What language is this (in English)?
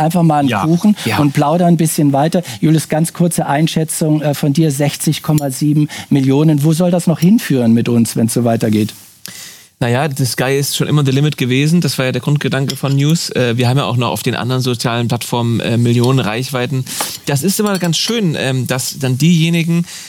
German